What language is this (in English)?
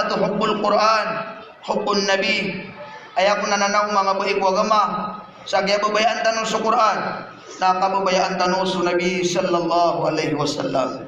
Maranao